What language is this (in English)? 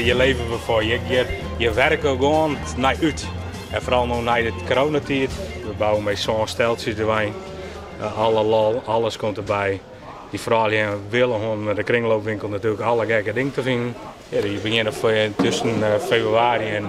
Western Frisian